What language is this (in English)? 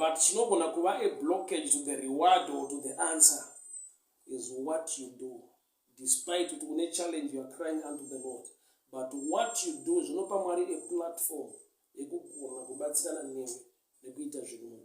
Shona